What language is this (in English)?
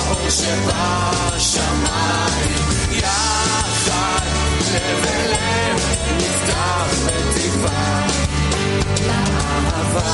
Hebrew